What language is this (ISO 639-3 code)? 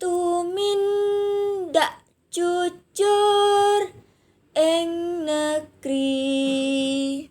jav